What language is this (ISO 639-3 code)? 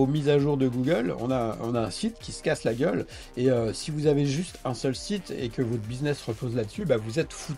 fra